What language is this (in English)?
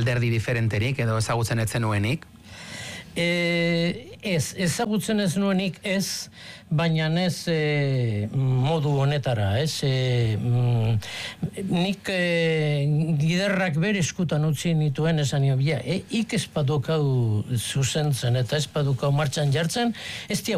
Basque